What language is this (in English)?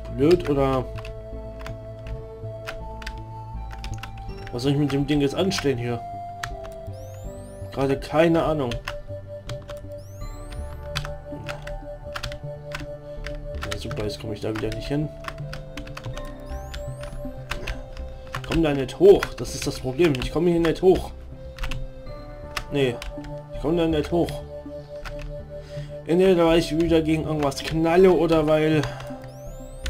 German